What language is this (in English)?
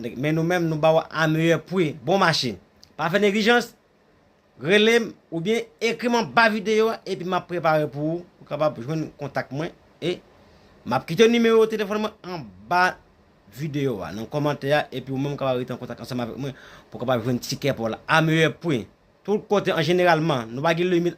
Haitian Creole